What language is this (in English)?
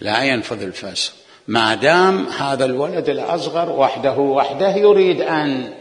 Mesopotamian Arabic